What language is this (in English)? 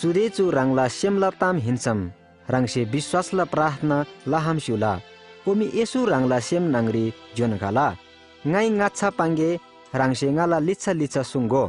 Eastern Tamang